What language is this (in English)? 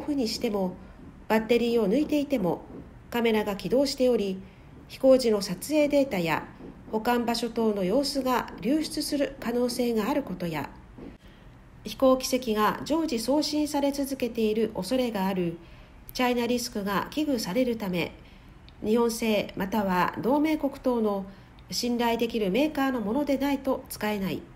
Japanese